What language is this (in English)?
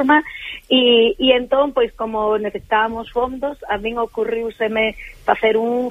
Galician